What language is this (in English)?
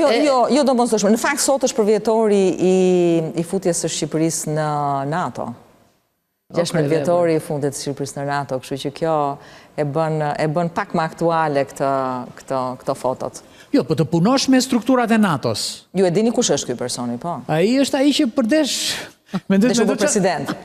Albanian